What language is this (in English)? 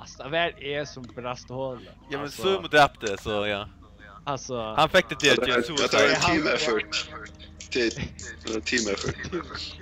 Faroese